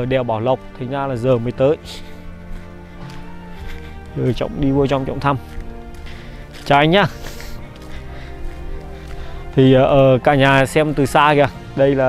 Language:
Vietnamese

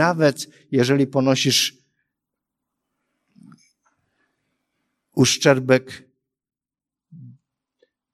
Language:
Polish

